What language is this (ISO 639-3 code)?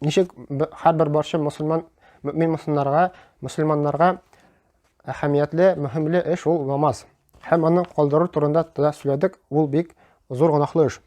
tat